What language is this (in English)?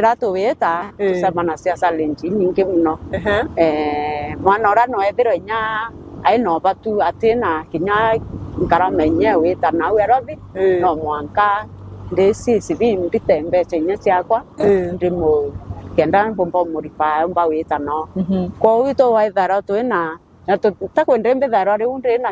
Meru